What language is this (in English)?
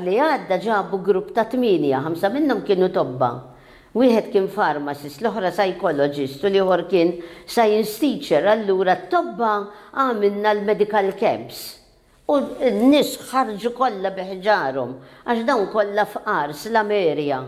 Maltese